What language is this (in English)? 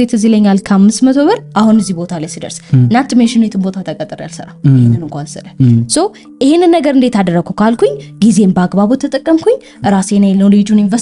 Amharic